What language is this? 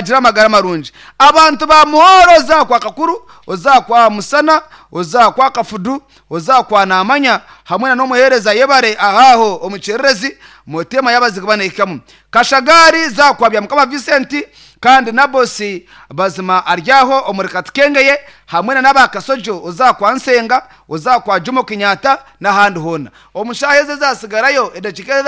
Nyankole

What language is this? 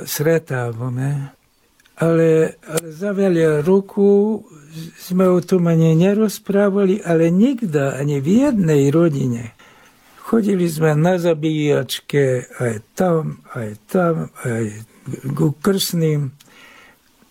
Slovak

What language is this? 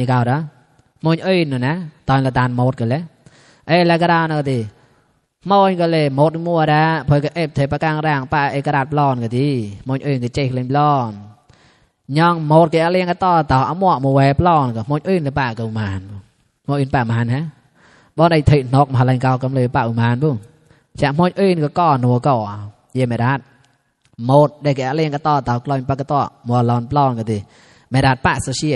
Mon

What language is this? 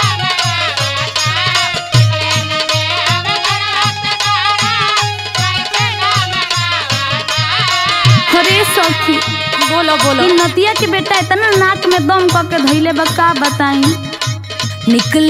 Bhojpuri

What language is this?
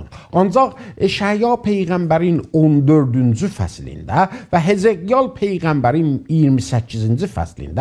South Azerbaijani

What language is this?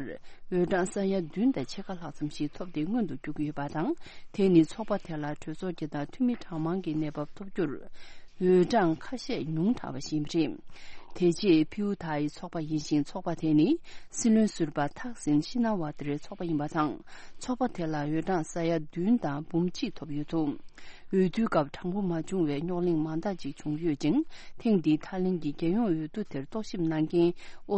Tibetan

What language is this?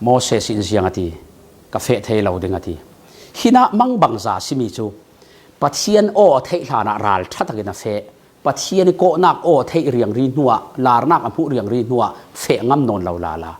Falam Chin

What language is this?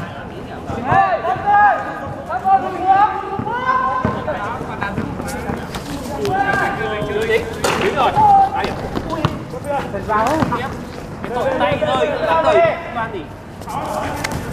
Vietnamese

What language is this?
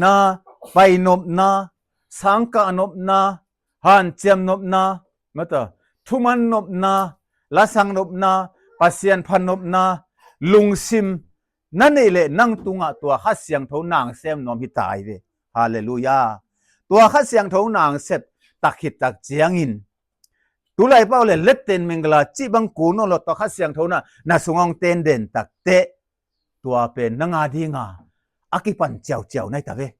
Tedim Chin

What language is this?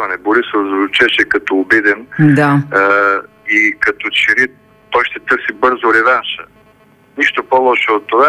Bulgarian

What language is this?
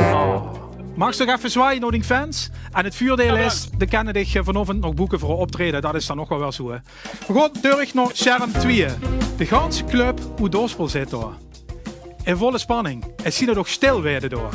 Limburgish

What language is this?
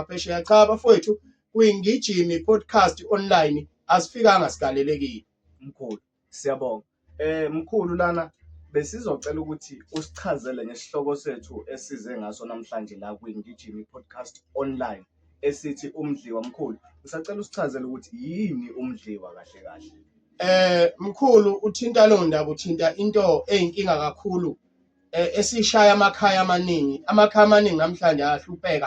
Zulu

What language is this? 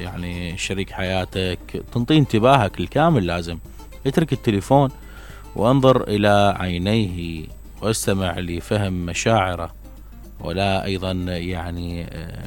Mesopotamian Arabic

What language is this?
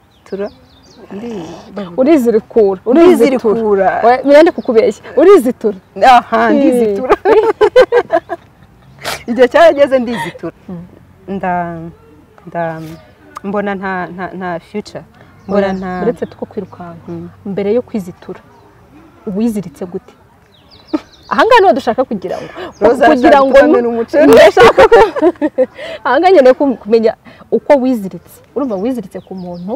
Kinyarwanda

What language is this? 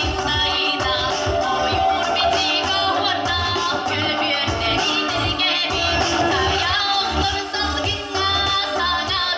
Yakut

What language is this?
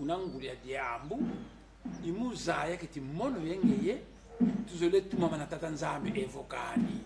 Kongo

